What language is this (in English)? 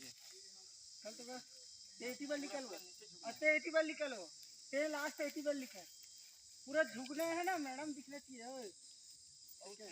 Chhattisgarhi